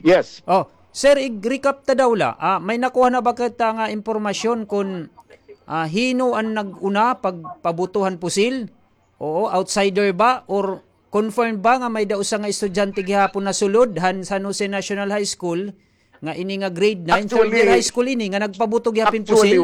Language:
Waray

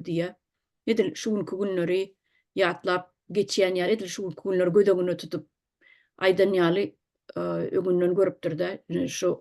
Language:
Turkmen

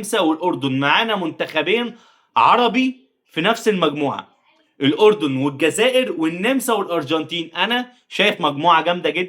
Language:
Egyptian Arabic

